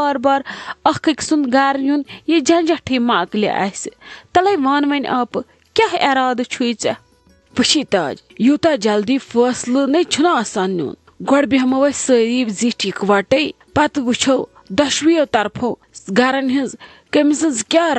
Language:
Kashmiri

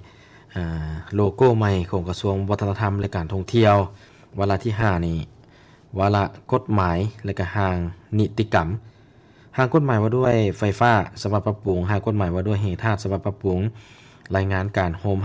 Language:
Lao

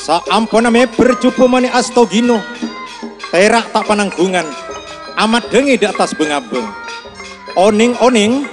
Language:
Madurese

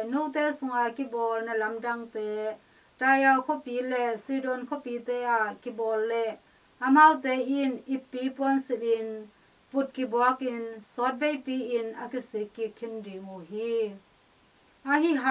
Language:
Tedim Chin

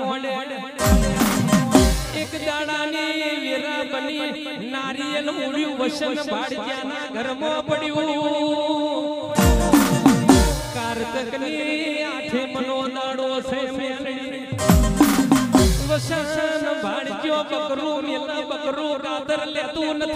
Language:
Gujarati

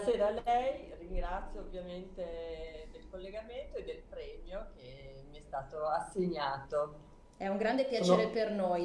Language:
Italian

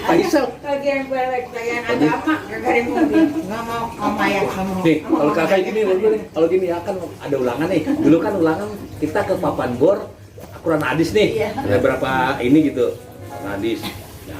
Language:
Betawi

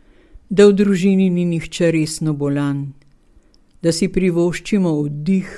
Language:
Slovenian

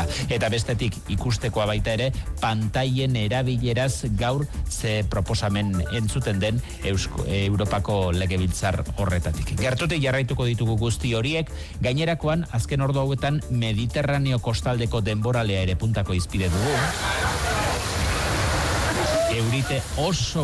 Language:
Basque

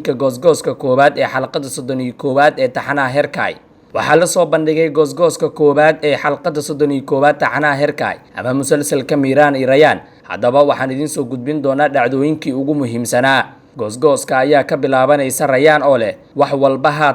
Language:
Somali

